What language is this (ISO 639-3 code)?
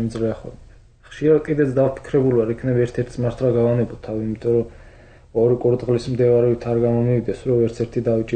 kat